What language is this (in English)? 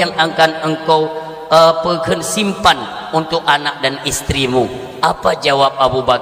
Achinese